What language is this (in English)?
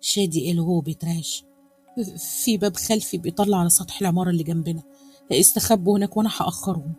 Egyptian Arabic